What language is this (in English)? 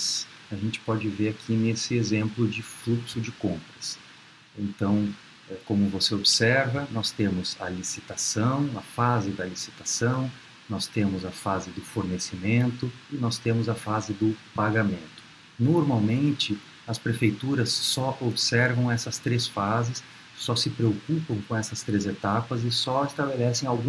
Portuguese